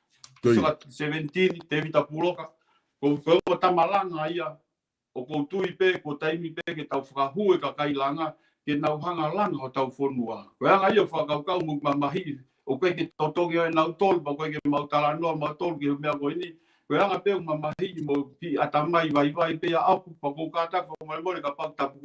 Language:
Tongan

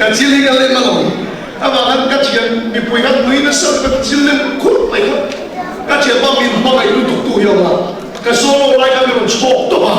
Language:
Mizo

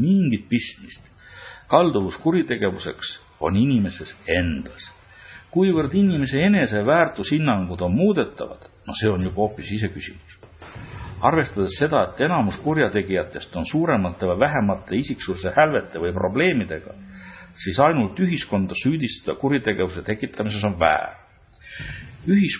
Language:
Estonian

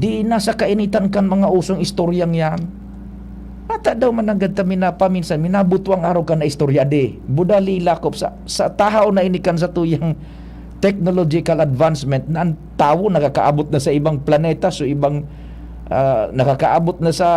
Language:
Bikol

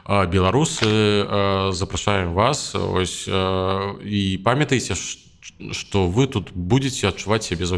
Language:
Belarusian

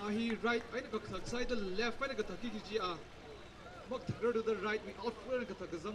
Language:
Tangkhul Naga (India)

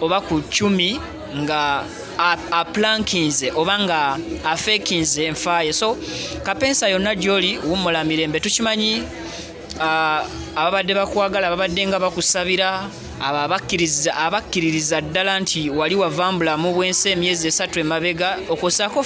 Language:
Ganda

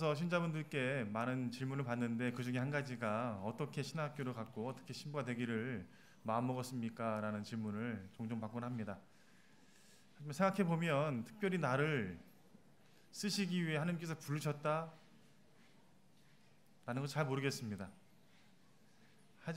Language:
Korean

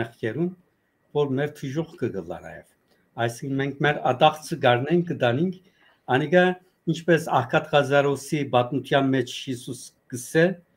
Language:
Western Armenian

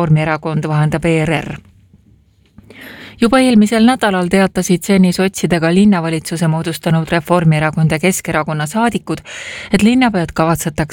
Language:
Estonian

